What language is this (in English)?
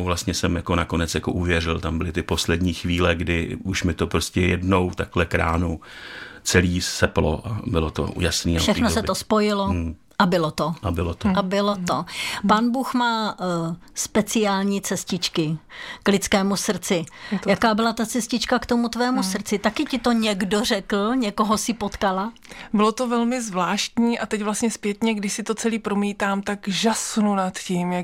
Czech